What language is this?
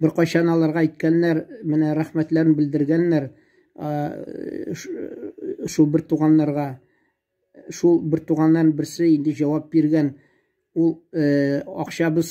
Tatar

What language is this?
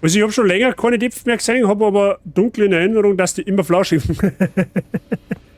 Bavarian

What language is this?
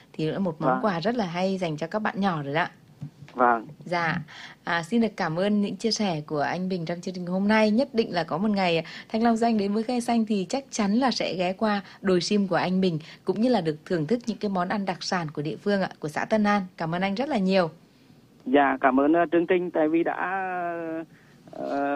Vietnamese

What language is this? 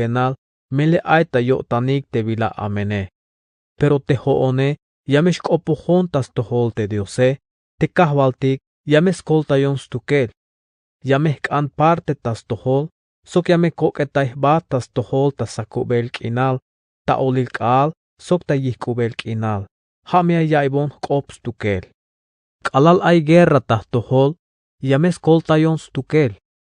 Tzeltal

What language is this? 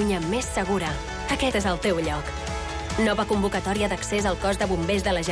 Catalan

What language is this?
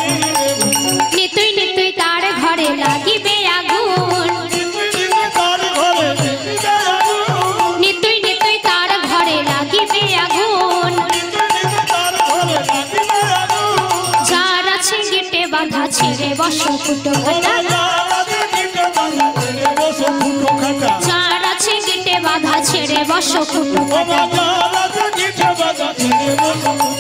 Bangla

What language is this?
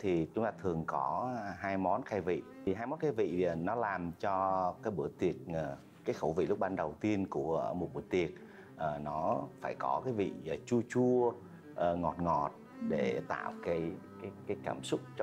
Vietnamese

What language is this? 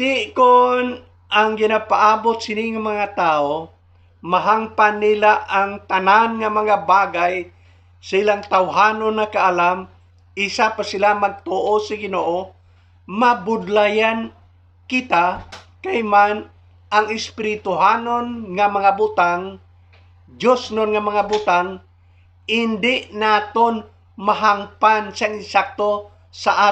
Hiligaynon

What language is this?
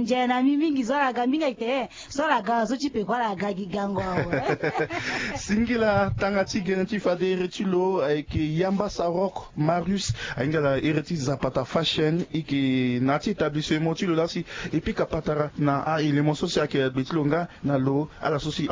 Sango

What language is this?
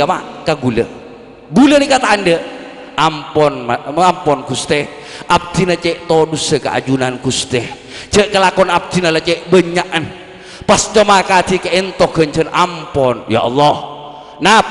Madurese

